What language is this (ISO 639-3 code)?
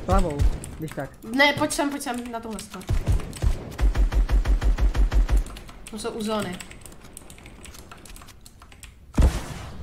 ces